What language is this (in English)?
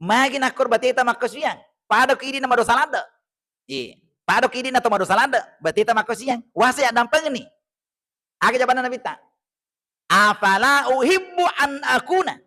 Buginese